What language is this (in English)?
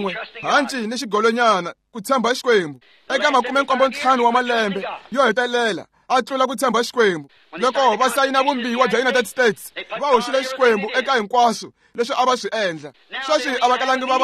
Tsonga